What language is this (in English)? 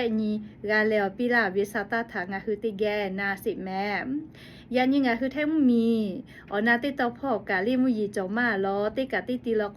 Lahu